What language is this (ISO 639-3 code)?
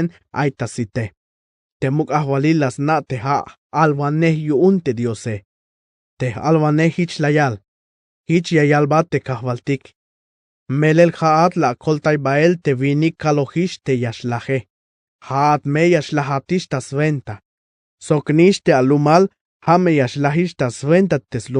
tzh